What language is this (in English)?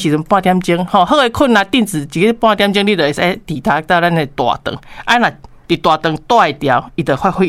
Min Nan Chinese